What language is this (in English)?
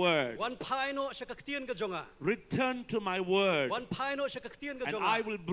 Khasi